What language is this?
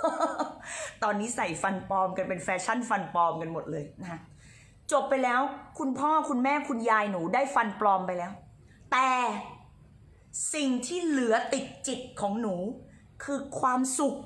Thai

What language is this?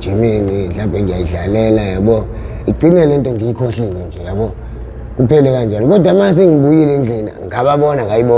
Zulu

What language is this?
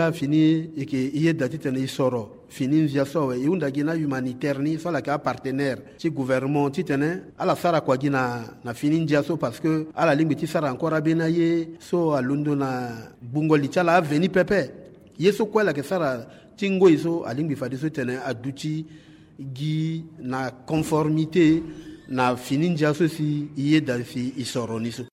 Sango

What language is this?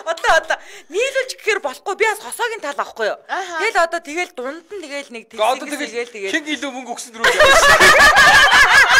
Mongolian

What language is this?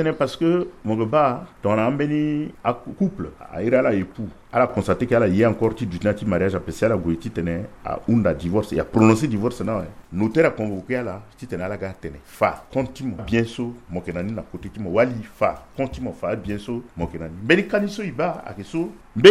Sango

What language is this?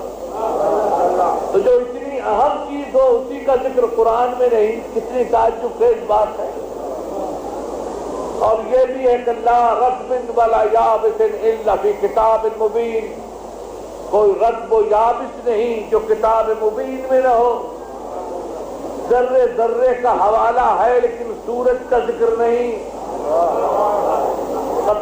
Urdu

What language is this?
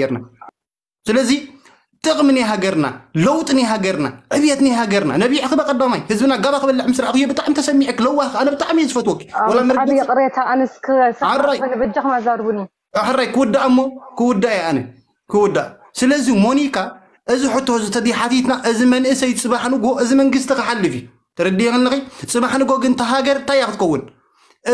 Tigrinya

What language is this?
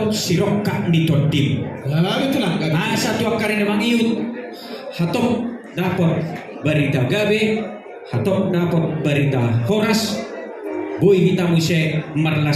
Batak Toba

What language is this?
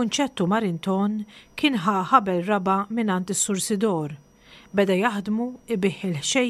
Maltese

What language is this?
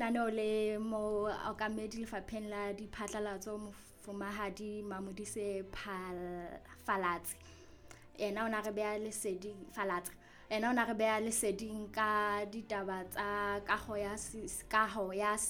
Southern Sotho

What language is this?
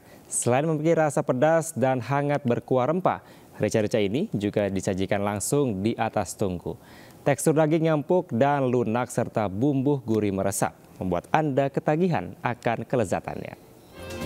Indonesian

